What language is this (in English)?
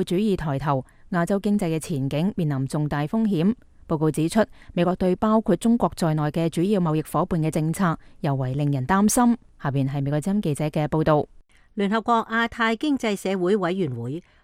Cantonese